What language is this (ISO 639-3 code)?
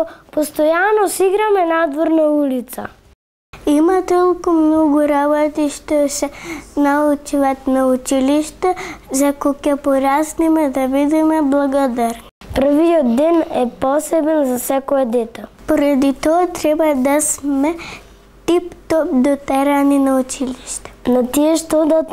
mkd